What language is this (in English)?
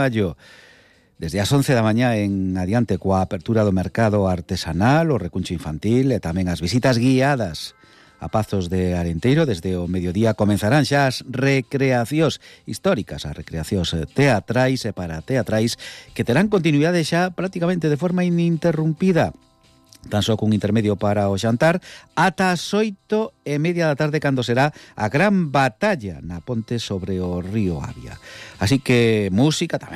Galician